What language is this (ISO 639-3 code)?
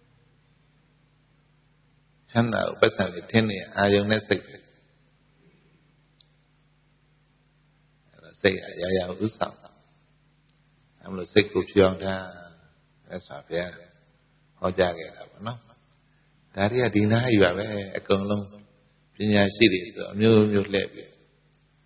mya